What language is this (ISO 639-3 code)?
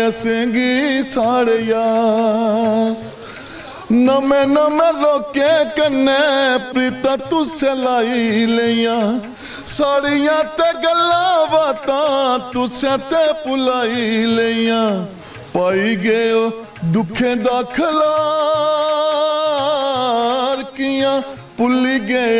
doi